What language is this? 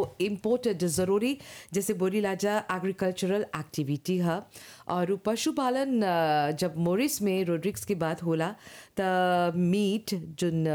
Bhojpuri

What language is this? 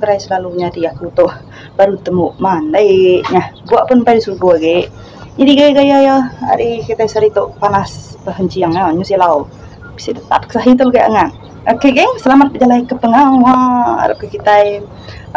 Iban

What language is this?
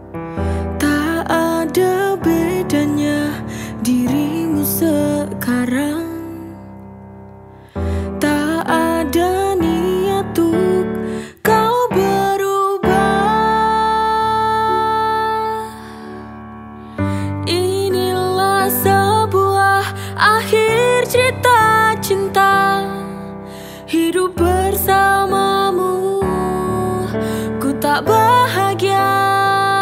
Indonesian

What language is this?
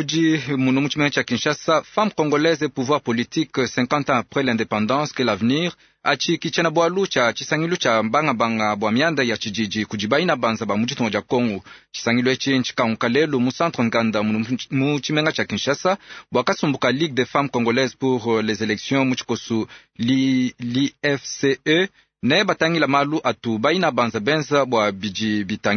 Luba-Lulua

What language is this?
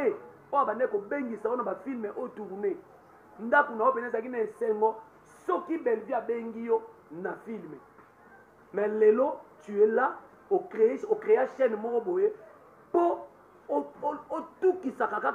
Lingala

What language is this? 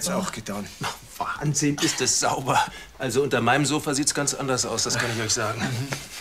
Bavarian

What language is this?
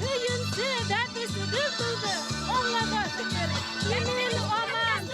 Bashkir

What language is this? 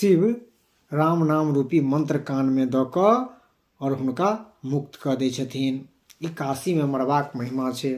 Maithili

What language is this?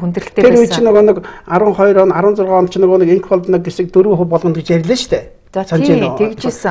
Mongolian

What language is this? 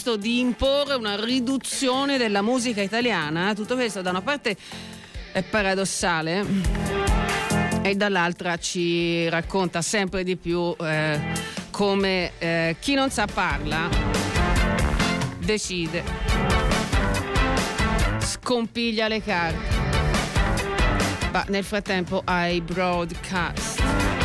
Italian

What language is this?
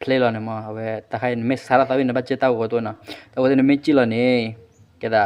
S'gaw Karen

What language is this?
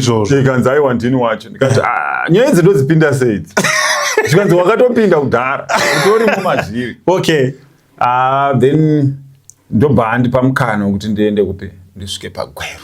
Shona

